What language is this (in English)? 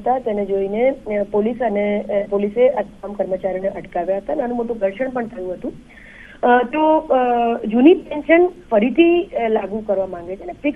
Gujarati